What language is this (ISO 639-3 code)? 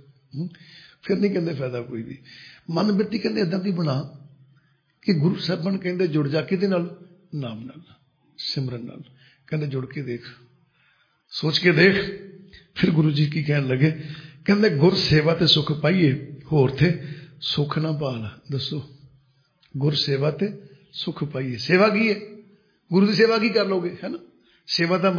pan